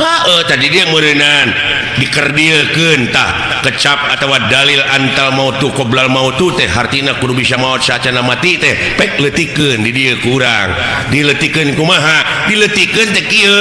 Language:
Sundanese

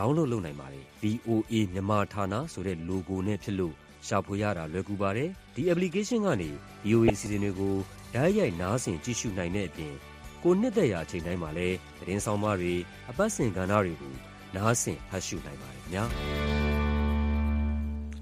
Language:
Burmese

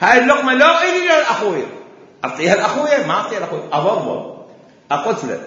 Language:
Mesopotamian Arabic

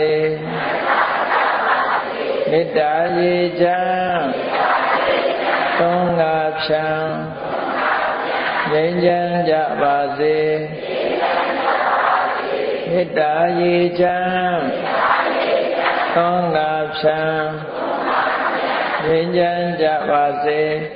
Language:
Burmese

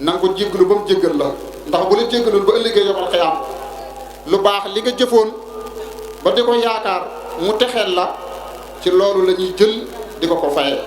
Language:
Wolof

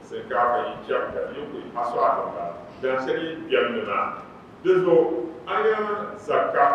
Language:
Dagbani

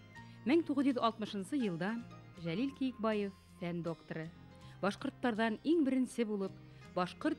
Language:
Bashkir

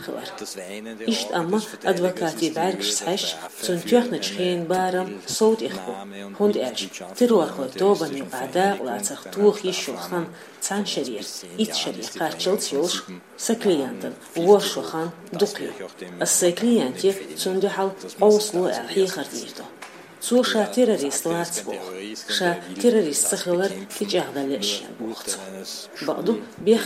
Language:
Chechen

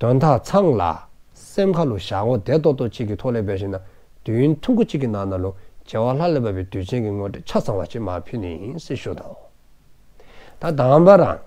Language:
Dzongkha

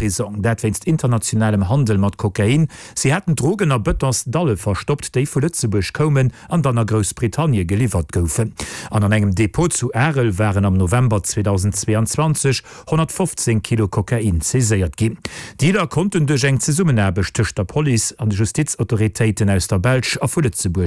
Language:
Luxembourgish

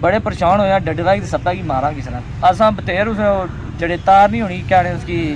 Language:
Pahari-Potwari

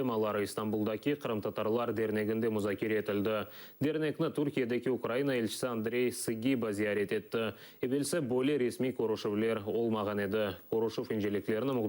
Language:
Crimean Tatar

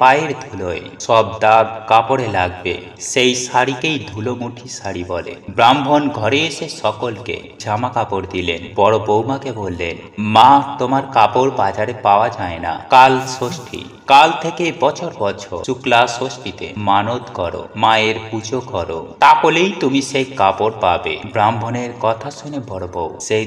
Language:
Bangla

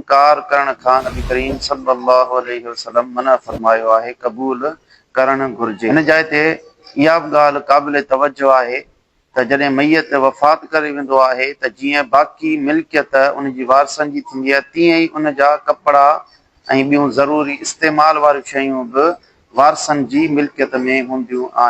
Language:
Sindhi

